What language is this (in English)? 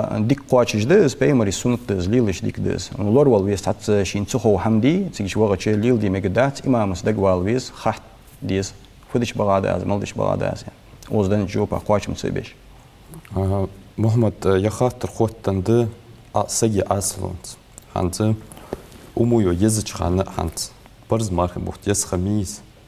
Ingush